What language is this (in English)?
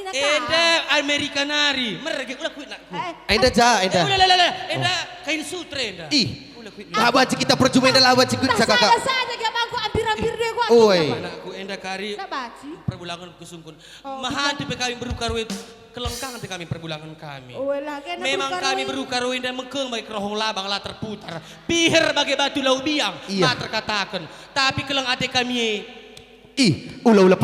Batak Karo